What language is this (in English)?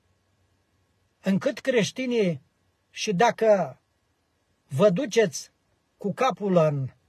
Romanian